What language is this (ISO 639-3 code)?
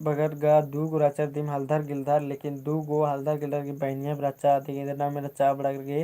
kru